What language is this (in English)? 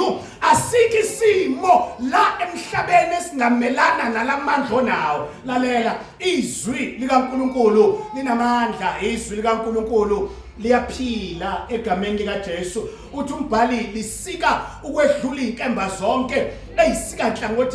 Zulu